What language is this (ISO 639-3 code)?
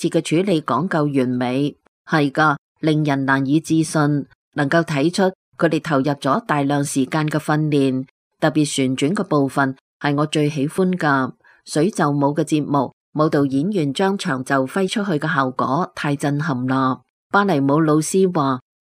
yue